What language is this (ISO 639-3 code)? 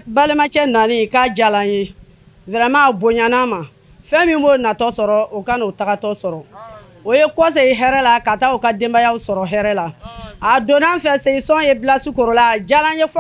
bam